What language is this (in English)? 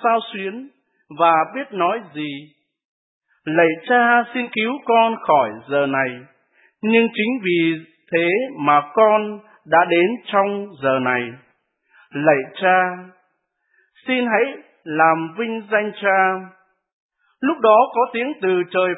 Vietnamese